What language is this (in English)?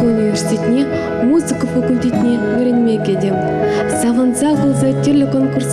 Chuvash